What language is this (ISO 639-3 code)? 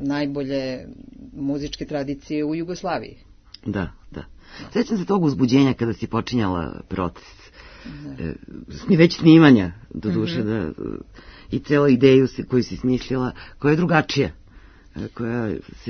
srp